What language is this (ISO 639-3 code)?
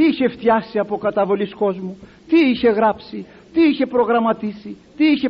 ell